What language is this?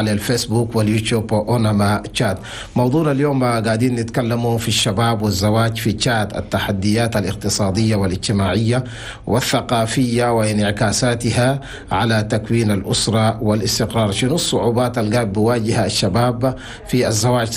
Chadian Arabic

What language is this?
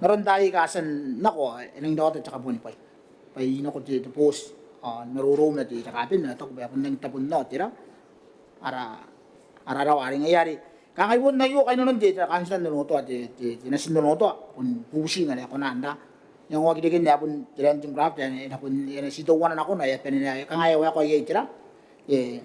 Gilbertese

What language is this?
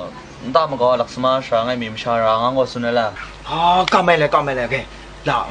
Kachin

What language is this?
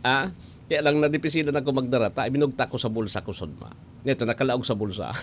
Bikol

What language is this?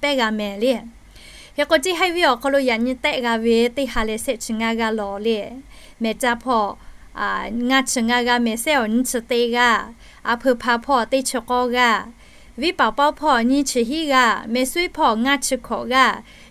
Lahu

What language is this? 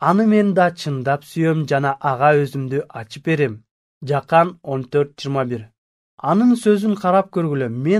Kyrgyz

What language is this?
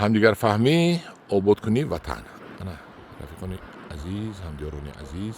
Tajik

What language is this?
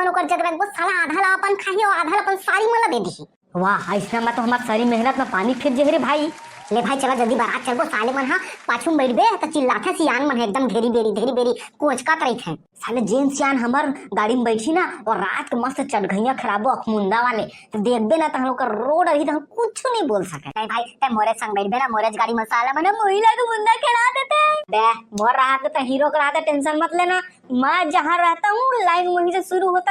Chhattisgarhi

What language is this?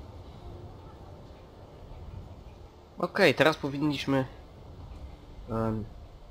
Polish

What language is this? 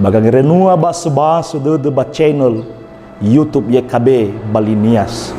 Nias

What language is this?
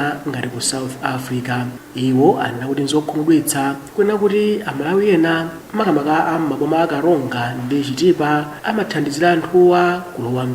Nyanja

